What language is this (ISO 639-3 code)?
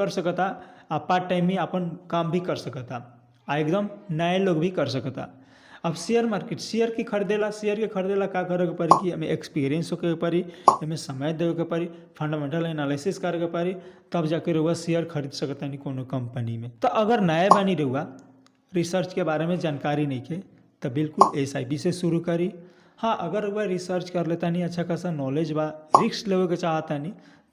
bho